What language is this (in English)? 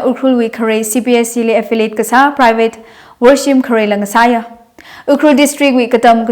Tangkhul Naga (India)